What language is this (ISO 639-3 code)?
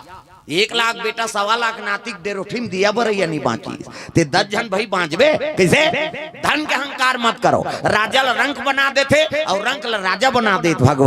hne